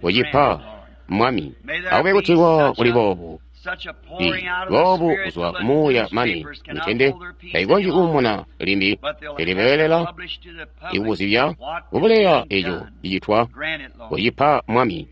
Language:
Tonga (Zambia)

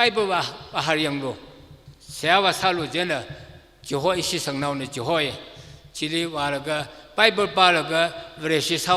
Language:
Tangkhul Naga (India)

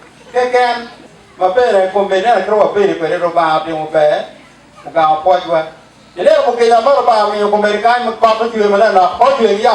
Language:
Acoli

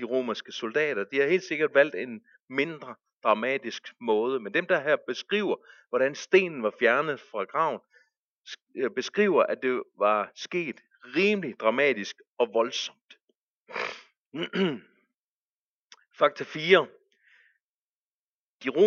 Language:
Danish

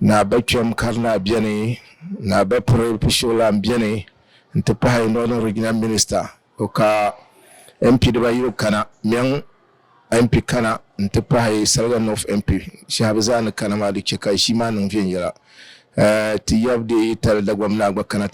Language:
Dagbani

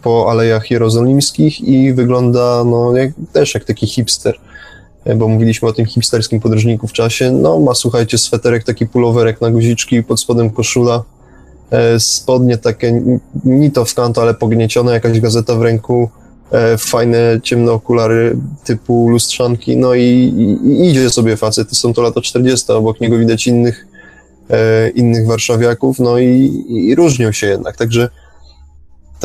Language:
Polish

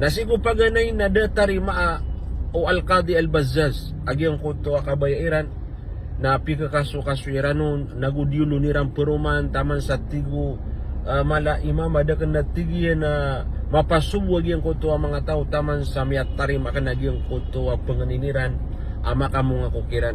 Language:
Maranao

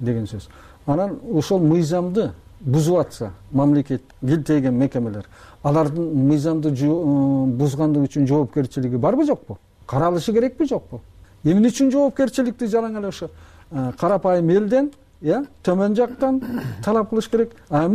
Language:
Kyrgyz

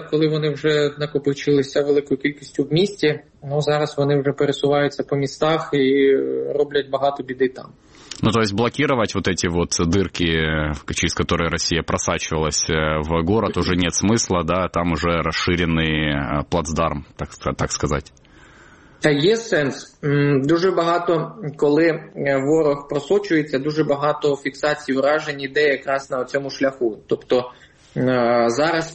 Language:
Ukrainian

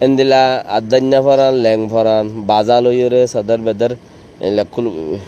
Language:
Rohingya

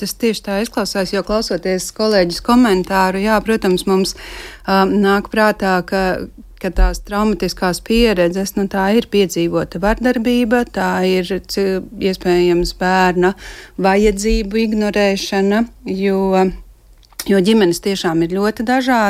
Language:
Latvian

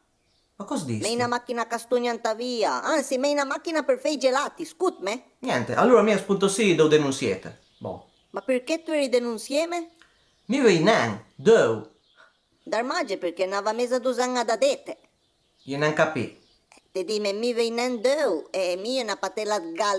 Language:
Piedmontese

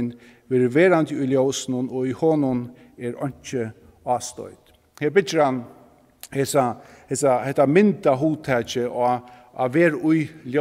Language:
Faroese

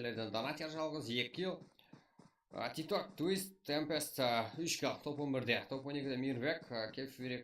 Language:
Kara-Kalpak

